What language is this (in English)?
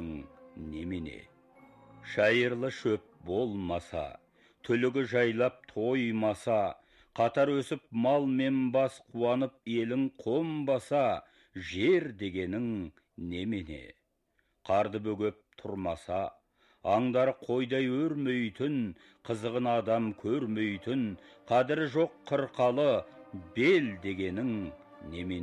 Kazakh